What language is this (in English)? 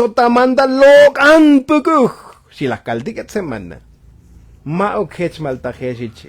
Tzotzil